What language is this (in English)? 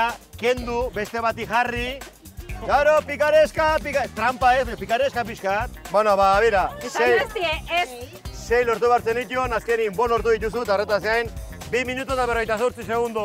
Basque